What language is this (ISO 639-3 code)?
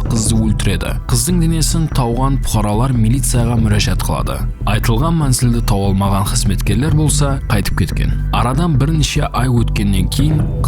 kaa